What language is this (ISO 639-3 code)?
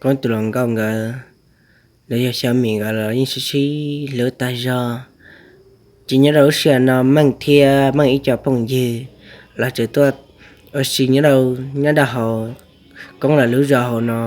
hmn